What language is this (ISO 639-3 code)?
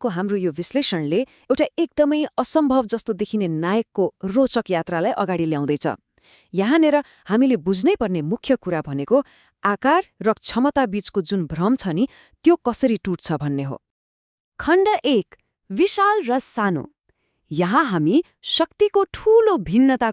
nep